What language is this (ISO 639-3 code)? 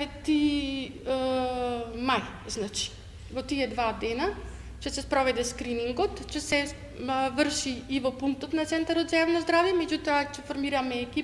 mkd